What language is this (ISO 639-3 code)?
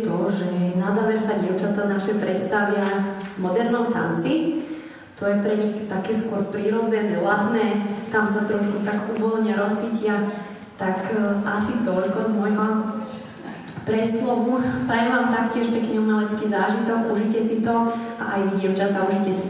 slk